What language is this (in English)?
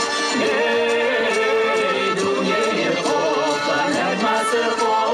Kabardian